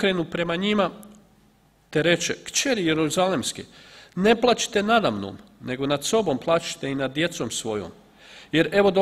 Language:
Croatian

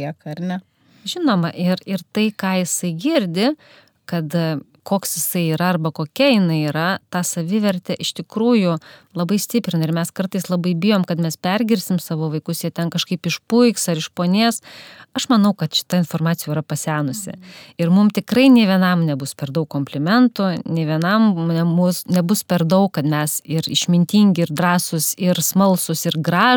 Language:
Lithuanian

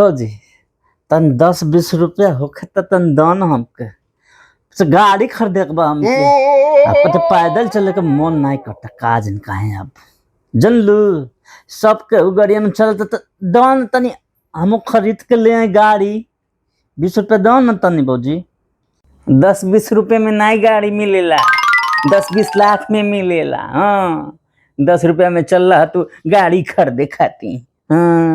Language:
Bhojpuri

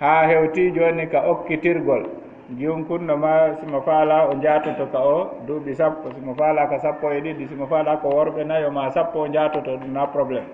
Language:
Fula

